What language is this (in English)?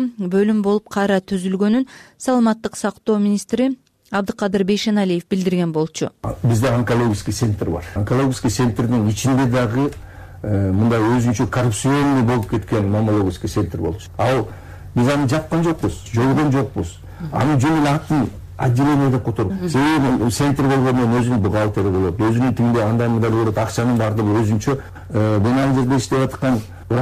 Kyrgyz